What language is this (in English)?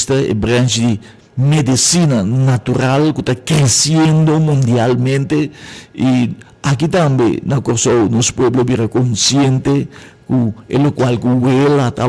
Papiamento